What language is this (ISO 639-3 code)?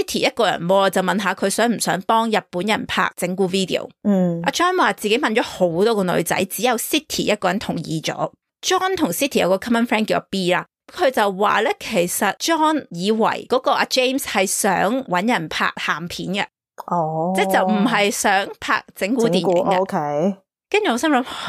yue